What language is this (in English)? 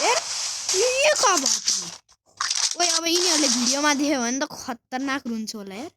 Nepali